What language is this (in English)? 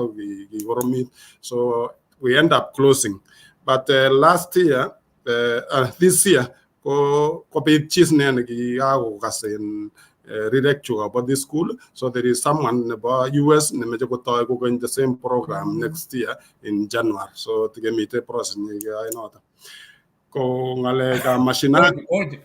Kalenjin